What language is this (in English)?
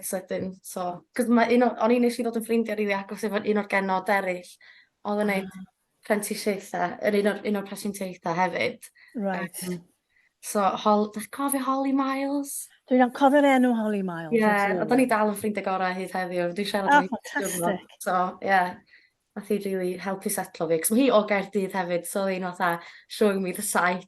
Welsh